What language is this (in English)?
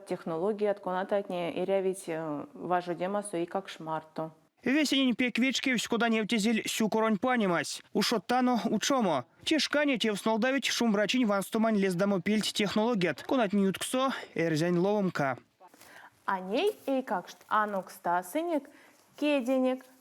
Erzya